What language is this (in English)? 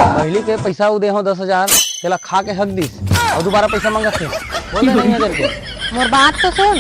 Chhattisgarhi